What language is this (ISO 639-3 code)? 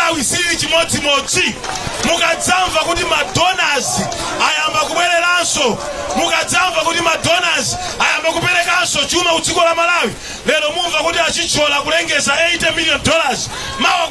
nya